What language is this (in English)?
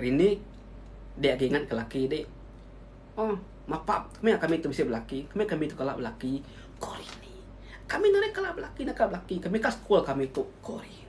Iban